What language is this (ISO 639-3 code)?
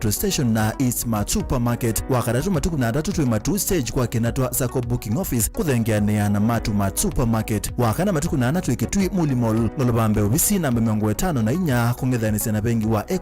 kam